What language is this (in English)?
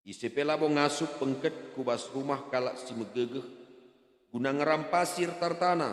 Batak Karo